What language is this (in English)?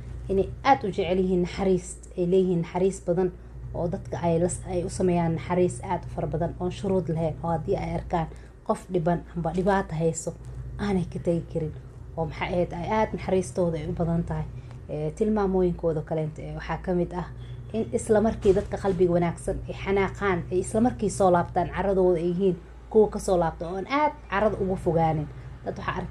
Somali